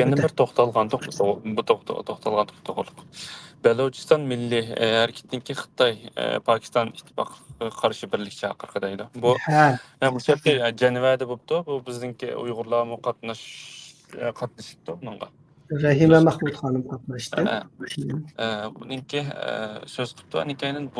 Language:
Uyghur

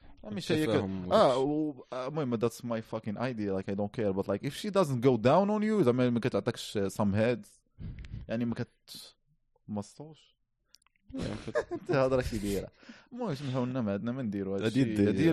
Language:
Moroccan Arabic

